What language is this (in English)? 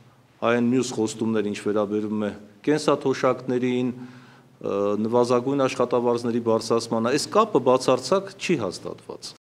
Armenian